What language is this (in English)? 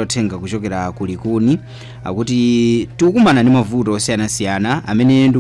Nyanja